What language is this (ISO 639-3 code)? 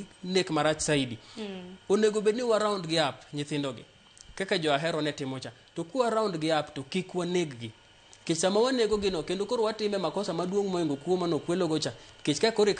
luo